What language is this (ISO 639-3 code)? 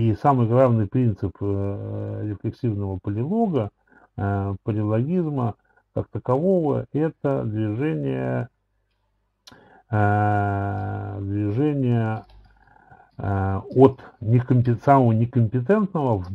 rus